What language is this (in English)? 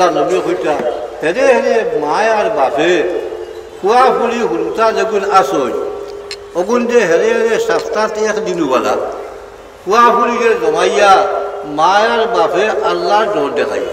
Sylheti